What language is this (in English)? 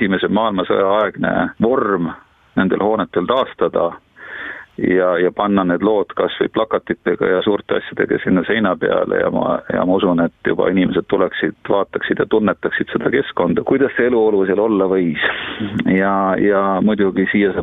Estonian